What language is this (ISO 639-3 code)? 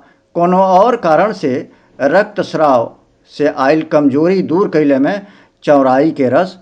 bho